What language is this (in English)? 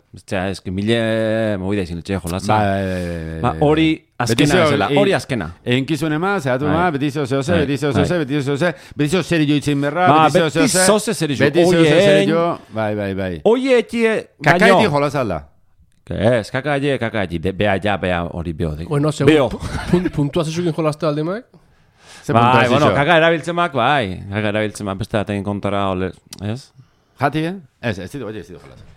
Basque